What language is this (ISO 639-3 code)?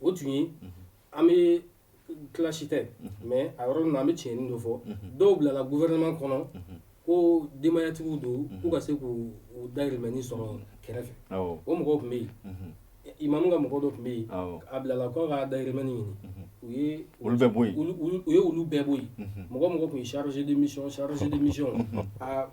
bam